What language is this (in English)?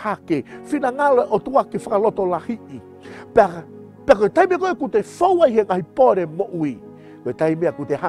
Tongan